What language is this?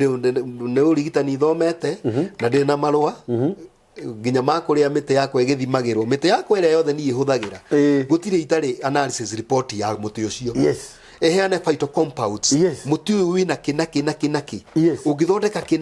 Kikuyu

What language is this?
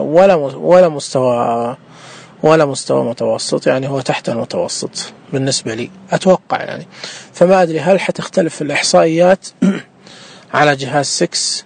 Najdi Arabic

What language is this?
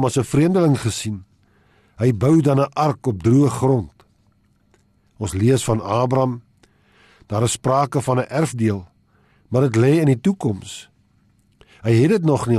Afrikaans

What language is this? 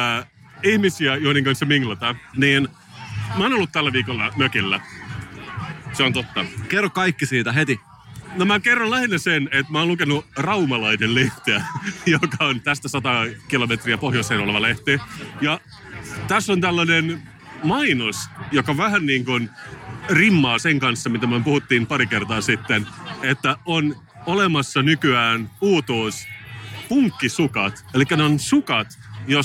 Finnish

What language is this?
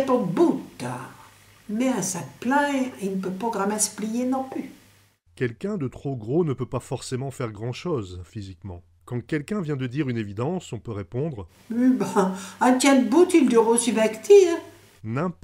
Picard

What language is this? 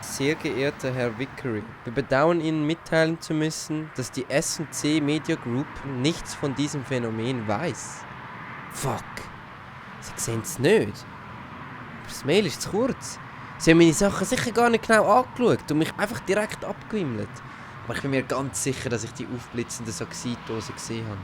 Swiss German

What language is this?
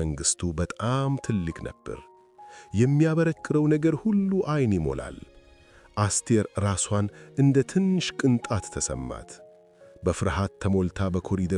Amharic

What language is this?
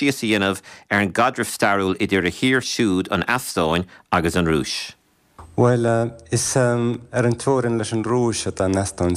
Irish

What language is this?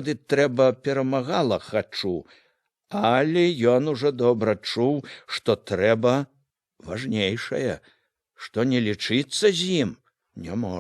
Belarusian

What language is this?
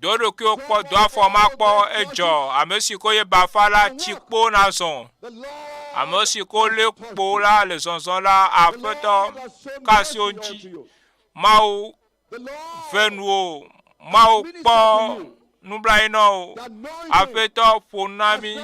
Ewe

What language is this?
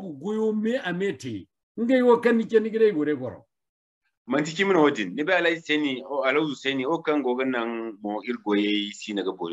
Zarma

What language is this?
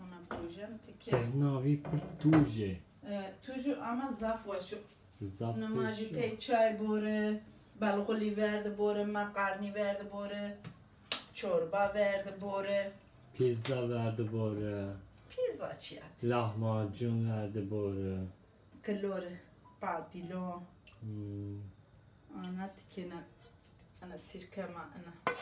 Zaza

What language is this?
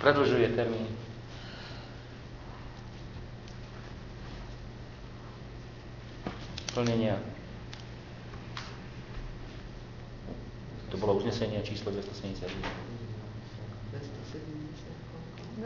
Slovak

